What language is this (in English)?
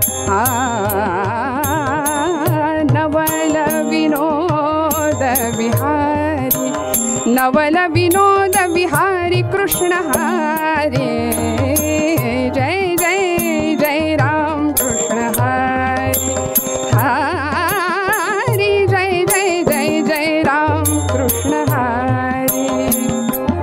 Marathi